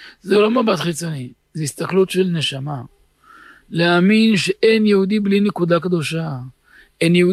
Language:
Hebrew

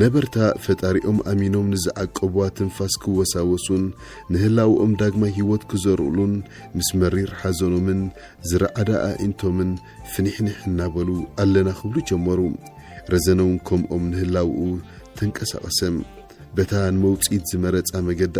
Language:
Tigrinya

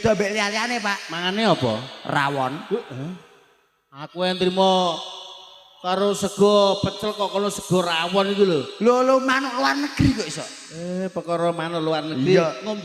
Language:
Javanese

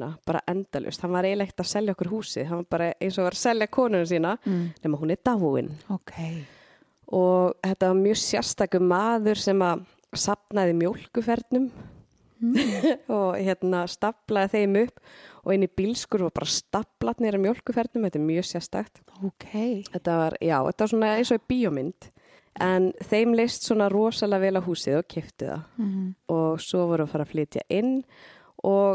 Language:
Icelandic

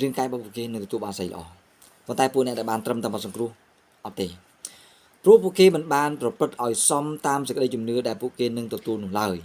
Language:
Khmer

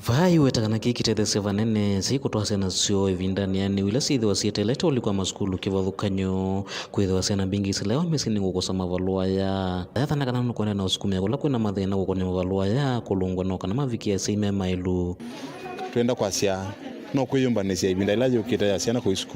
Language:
Kamba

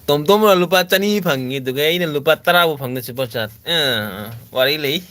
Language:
Manipuri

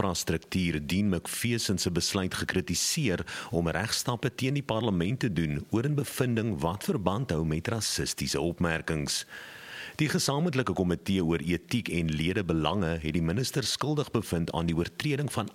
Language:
Afrikaans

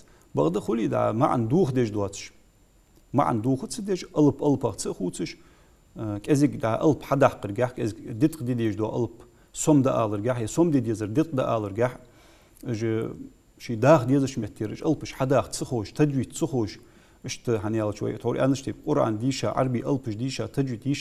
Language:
Ingush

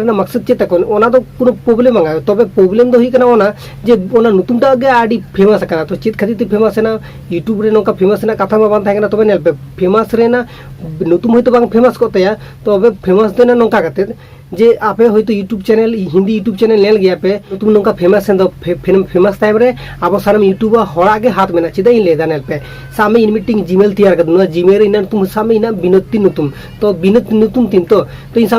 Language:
Santali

